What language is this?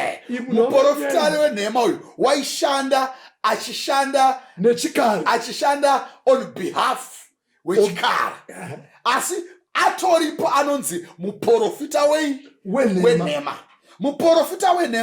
Shona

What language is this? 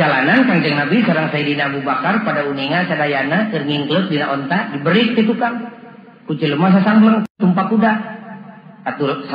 Sundanese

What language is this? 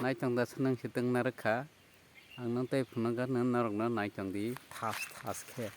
Kok Borok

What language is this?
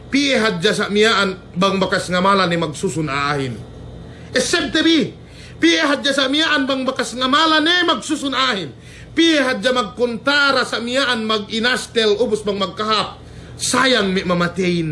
Yakan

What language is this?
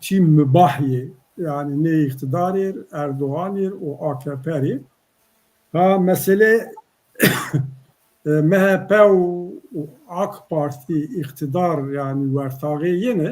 Zaza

